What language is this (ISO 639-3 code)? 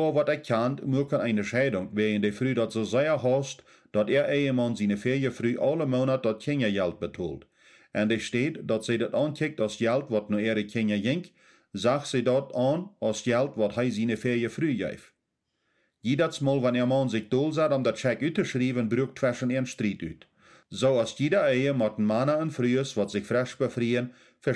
pdt